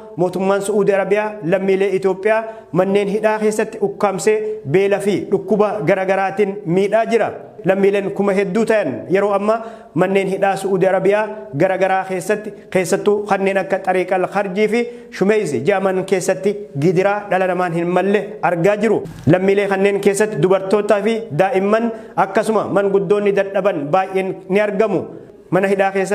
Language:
Oromo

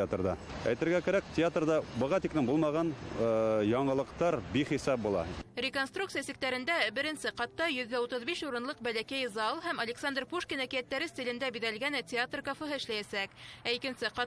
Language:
Bashkir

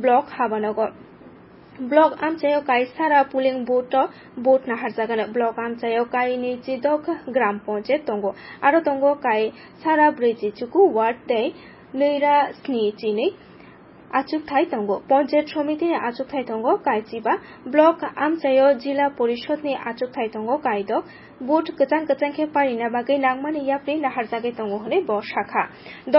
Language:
Kok Borok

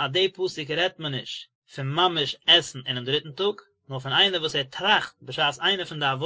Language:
Yiddish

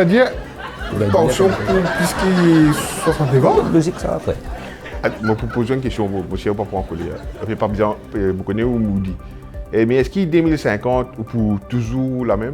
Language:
Morisyen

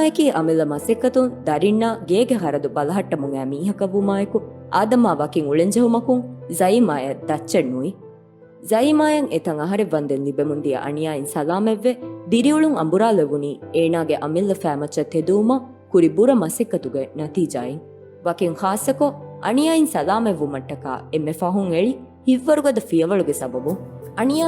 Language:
Divehi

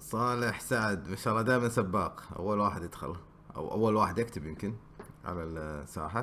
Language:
Gulf Arabic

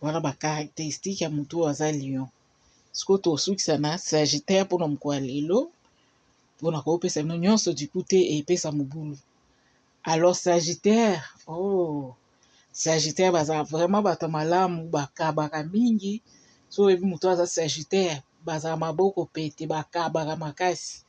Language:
Lingala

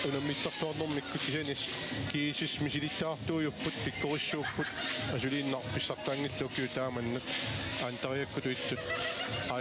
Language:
Kalaallisut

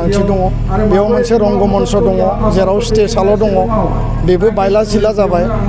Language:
Bodo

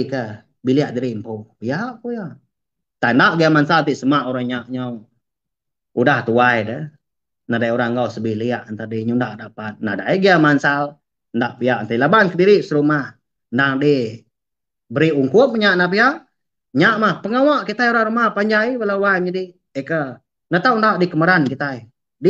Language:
Iban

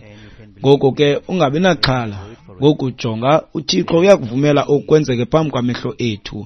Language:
Xhosa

